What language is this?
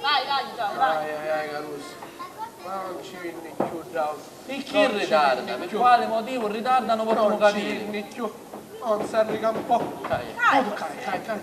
Sicilian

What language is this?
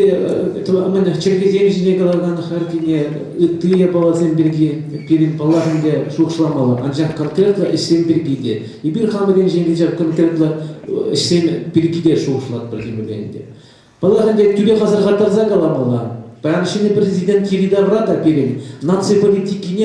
Chuvash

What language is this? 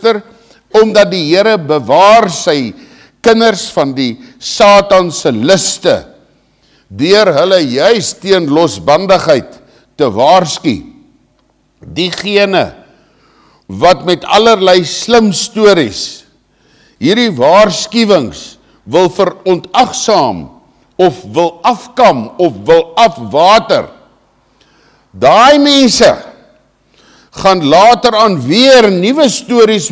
Afrikaans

